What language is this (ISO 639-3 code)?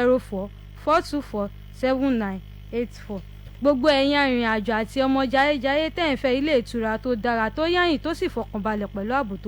yor